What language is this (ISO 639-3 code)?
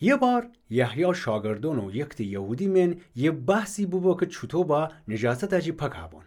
glk